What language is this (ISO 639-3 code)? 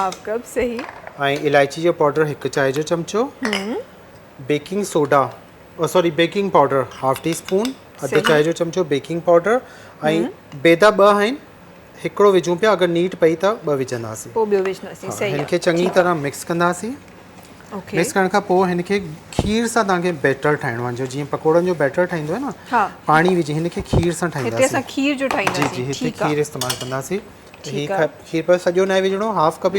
snd